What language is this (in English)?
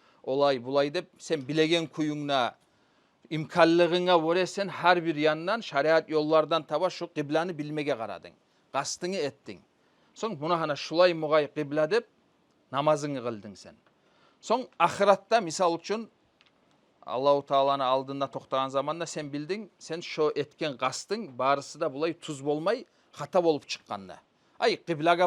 Kumyk